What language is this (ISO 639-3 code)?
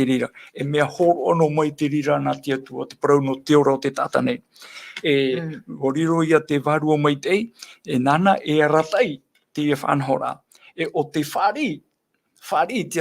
tah